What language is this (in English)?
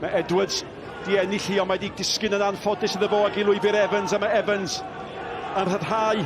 Welsh